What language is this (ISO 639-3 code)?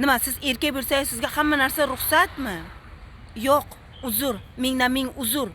uzb